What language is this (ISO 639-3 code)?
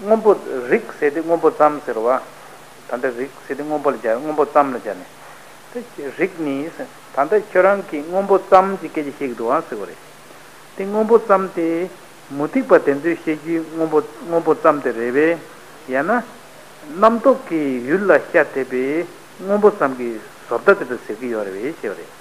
bod